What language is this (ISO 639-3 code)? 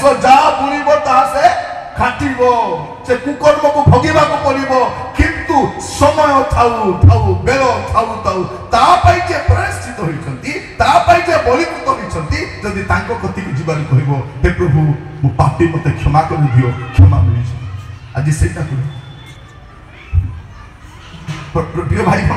ori